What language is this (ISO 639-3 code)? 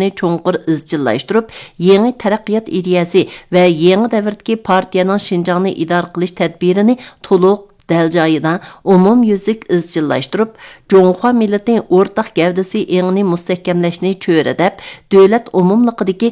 uig